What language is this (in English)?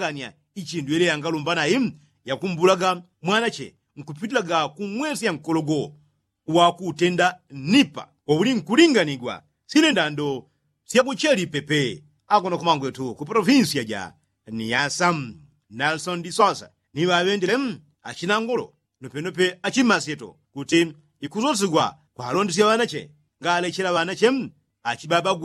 Yao